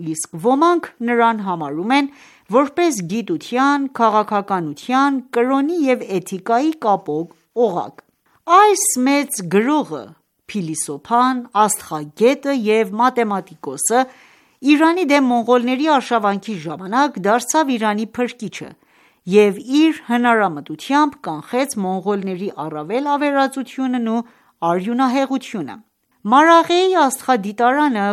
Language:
Armenian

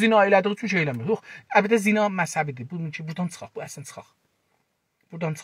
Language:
South Azerbaijani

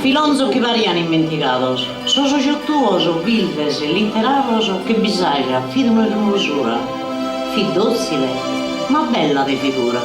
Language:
Sardinian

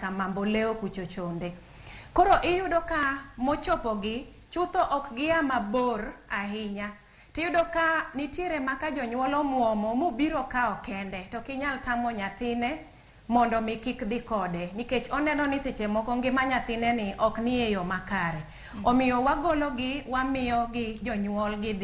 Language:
Luo (Kenya and Tanzania)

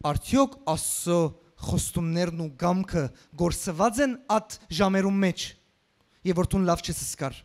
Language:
Western Armenian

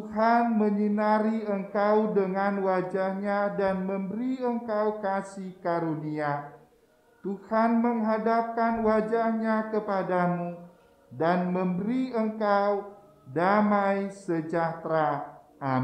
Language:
Indonesian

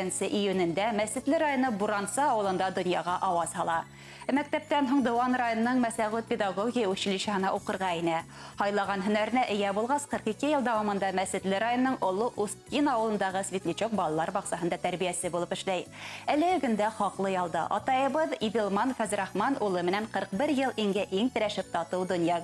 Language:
Bashkir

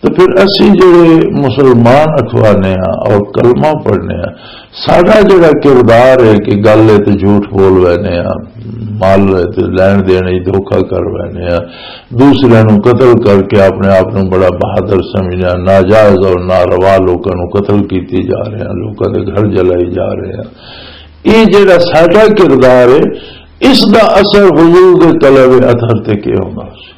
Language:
Western Panjabi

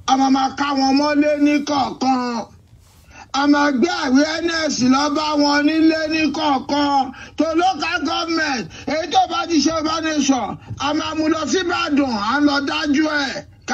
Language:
Yoruba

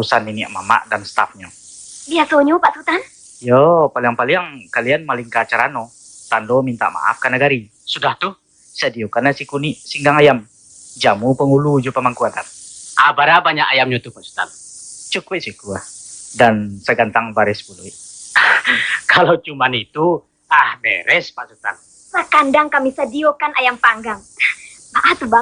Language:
Minangkabau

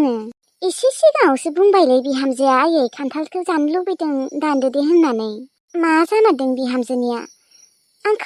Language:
Bodo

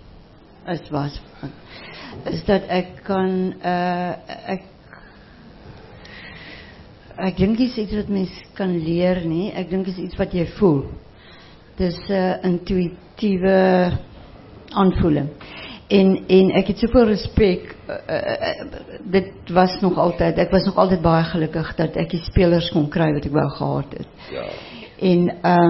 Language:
Afrikaans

